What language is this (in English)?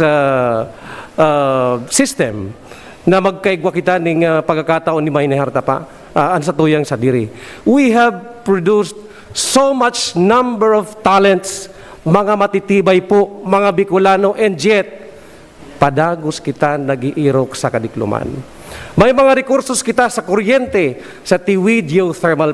Bikol